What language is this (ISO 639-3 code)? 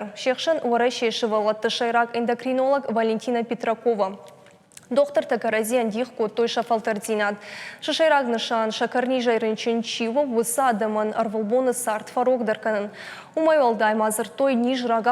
oss